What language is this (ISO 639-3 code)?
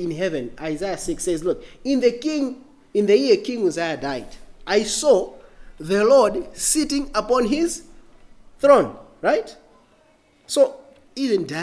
eng